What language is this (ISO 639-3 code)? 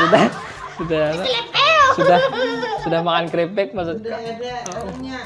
bjn